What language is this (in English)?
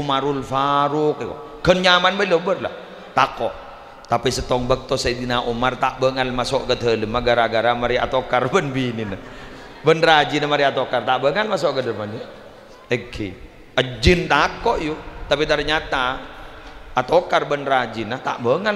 Madurese